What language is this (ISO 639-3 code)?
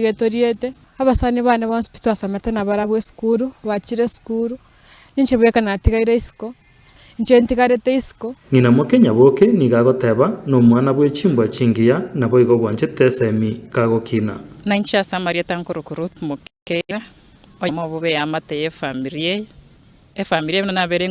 guz